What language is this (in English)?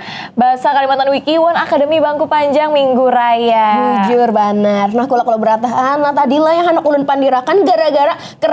Banjar